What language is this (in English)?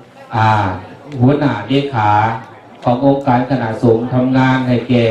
Lao